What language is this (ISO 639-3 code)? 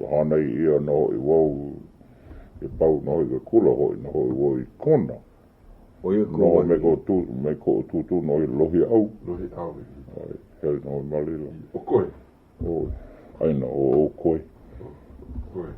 haw